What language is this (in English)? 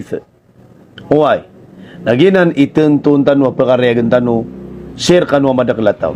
Maranao